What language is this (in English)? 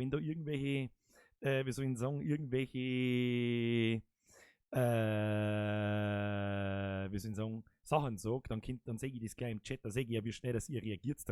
Bavarian